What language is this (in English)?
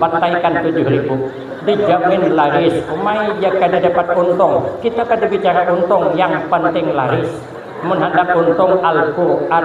Banjar